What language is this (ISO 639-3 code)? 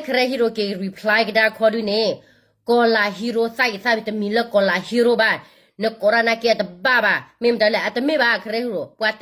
ksw